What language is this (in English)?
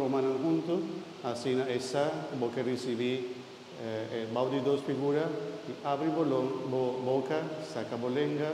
Papiamento